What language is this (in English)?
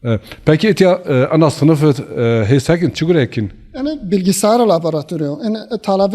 Zaza